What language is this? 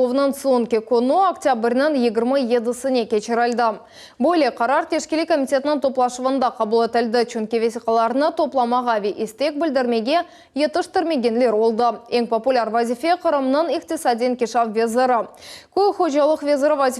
Crimean Tatar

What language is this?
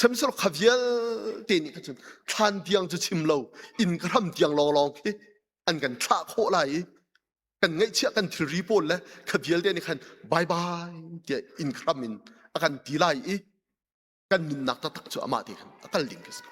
Hakha Chin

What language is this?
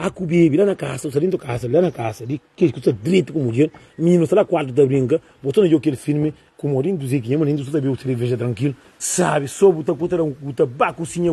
Kabuverdianu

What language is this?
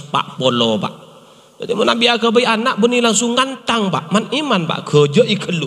Madurese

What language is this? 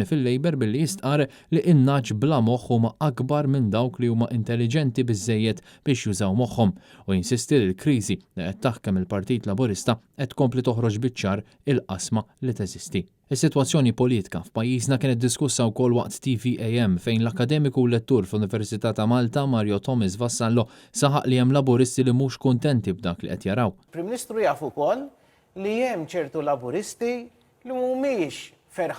Maltese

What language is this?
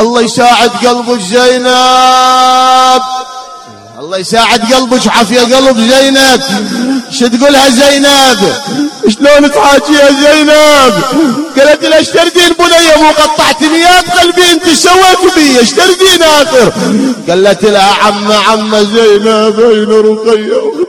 Mesopotamian Arabic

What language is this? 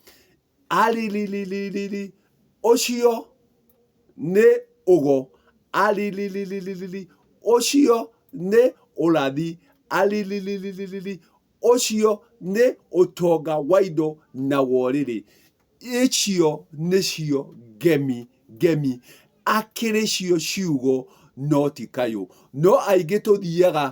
Kikuyu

